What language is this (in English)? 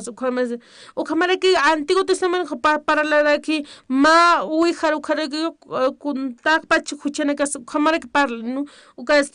Aymara